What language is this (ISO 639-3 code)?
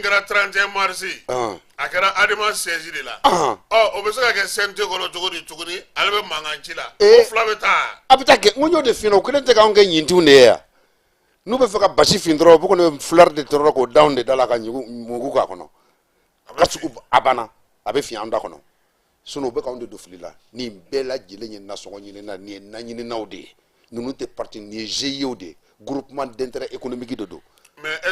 bam